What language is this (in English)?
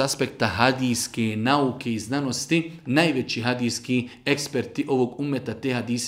Bosnian